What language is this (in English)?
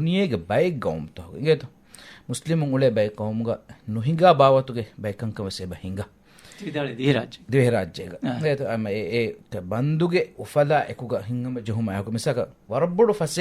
Divehi